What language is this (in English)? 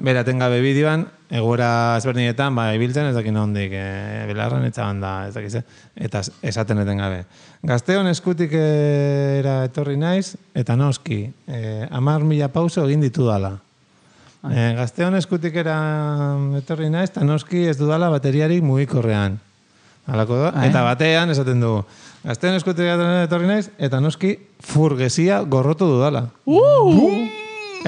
Basque